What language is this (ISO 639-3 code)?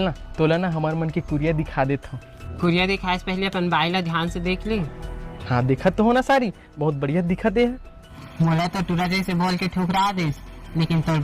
hne